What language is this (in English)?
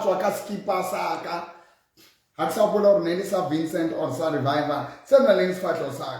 Southern Sotho